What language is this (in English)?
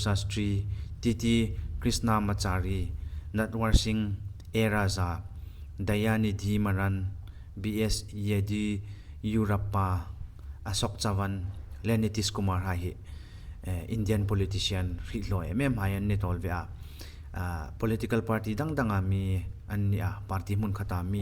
Hmar